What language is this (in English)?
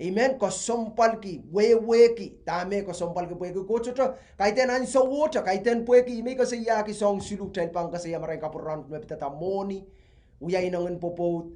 Pohnpeian